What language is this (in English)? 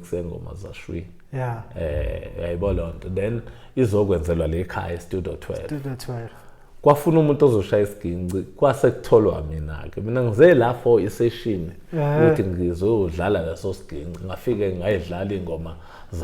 Zulu